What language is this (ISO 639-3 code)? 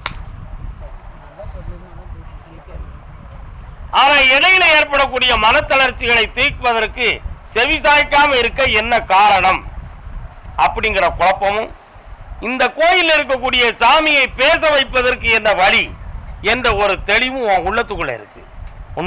tam